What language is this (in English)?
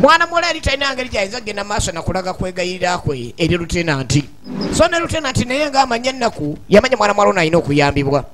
Ganda